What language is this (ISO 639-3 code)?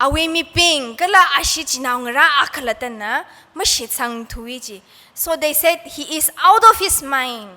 nmf